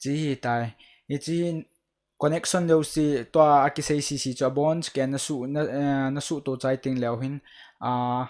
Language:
Thado Chin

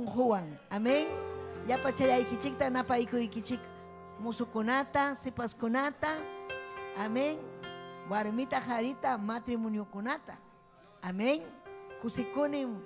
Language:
Ayacucho Quechua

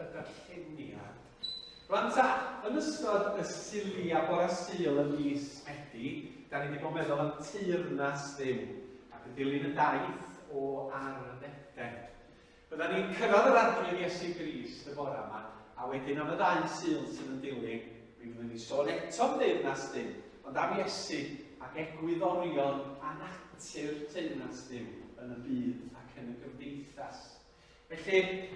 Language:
Welsh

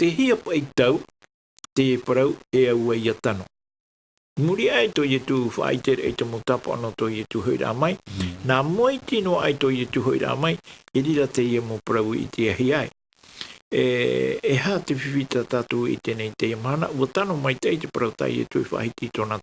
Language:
Tahitian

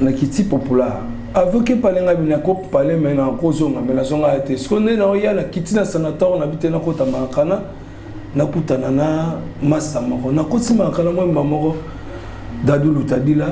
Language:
Lingala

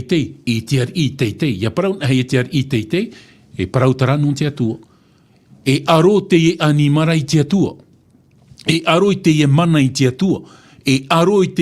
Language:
Tahitian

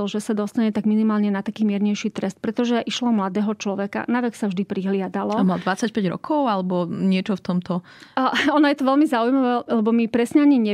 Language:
Slovak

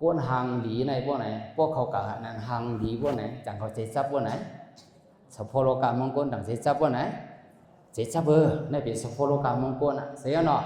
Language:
Shan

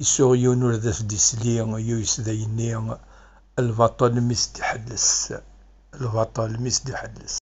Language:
Kabyle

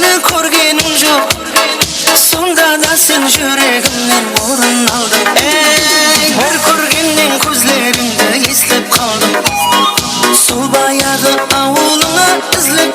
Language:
Kara-Kalpak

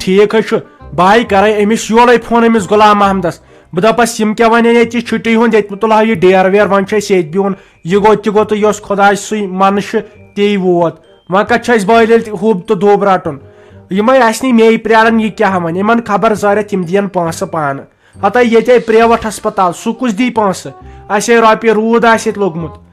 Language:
Kashmiri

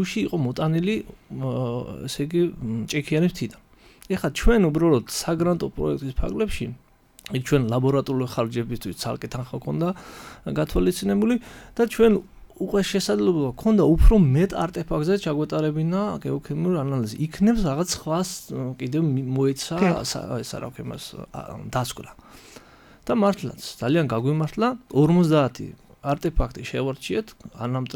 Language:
Georgian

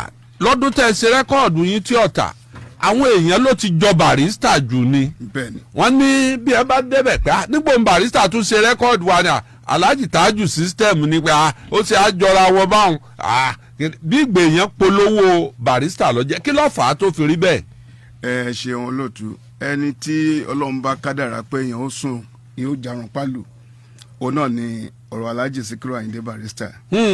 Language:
Yoruba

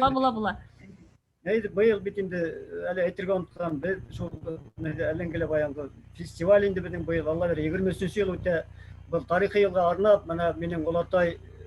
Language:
Bashkir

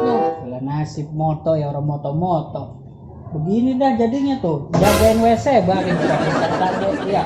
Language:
Betawi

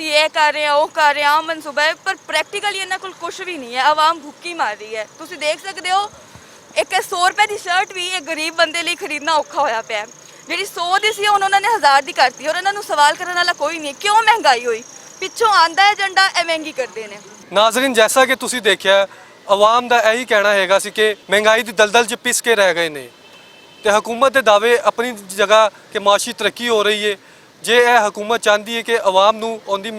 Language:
Western Panjabi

